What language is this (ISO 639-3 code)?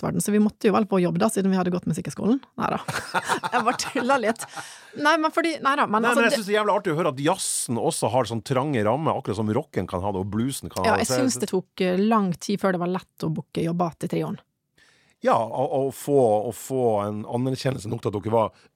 nor